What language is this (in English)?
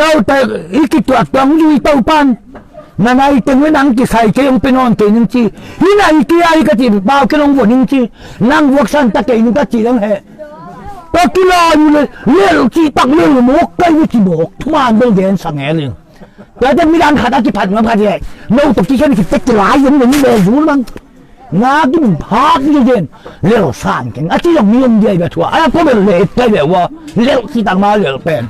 Tedim Chin